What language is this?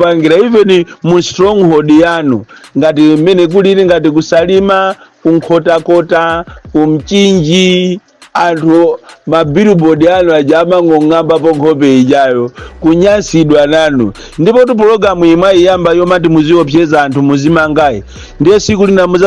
Nyanja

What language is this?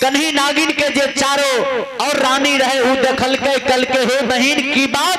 Maithili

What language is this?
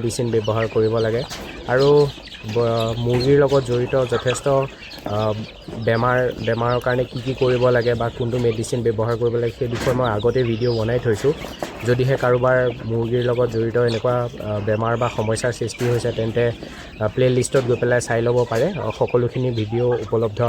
Assamese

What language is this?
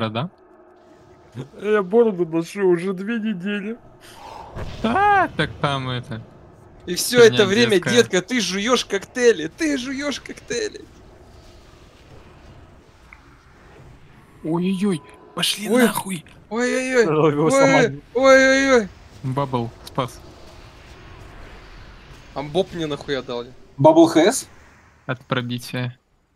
Russian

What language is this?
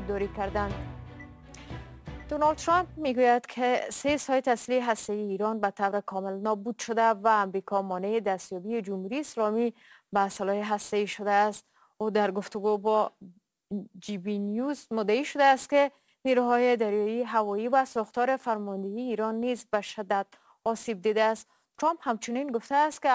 Persian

